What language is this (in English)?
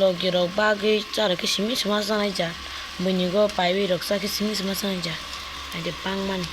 Kok Borok